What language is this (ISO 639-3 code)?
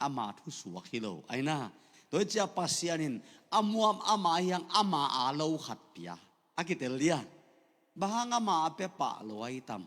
ctd